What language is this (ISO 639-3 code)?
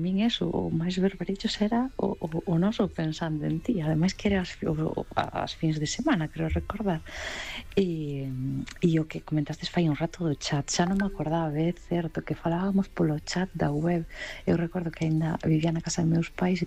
glg